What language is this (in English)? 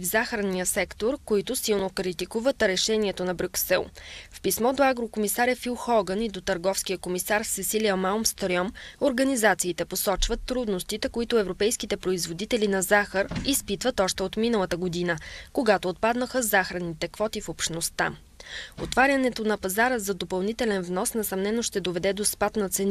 Bulgarian